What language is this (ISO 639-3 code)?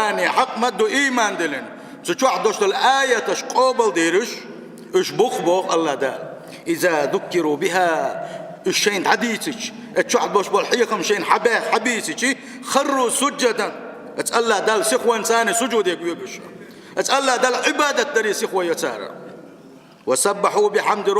che